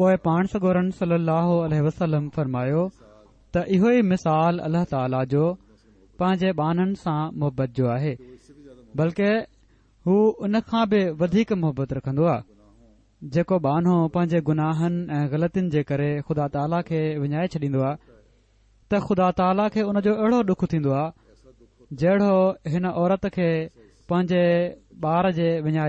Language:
Sindhi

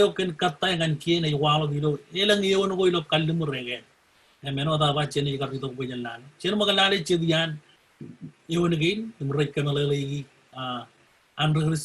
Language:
Marshallese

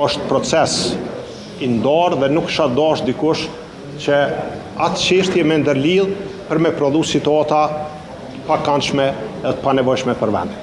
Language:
Albanian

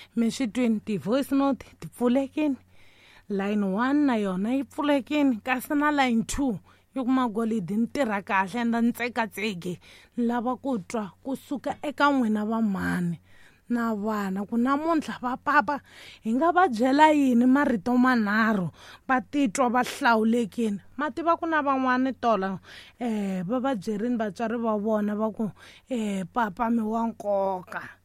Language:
Tsonga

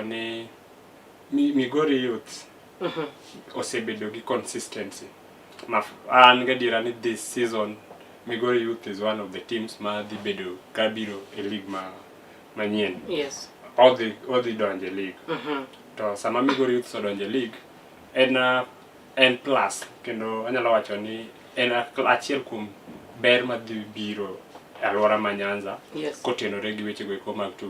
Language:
Luo (Kenya and Tanzania)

